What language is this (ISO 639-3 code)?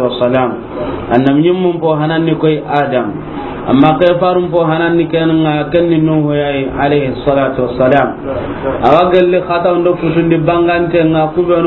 snk